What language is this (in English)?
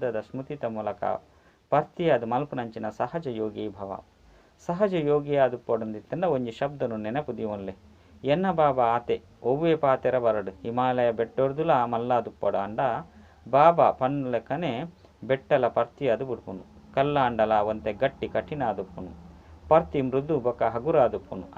Tulu